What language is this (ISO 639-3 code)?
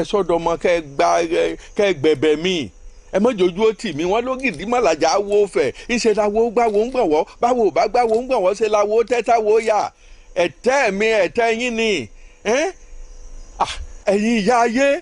yor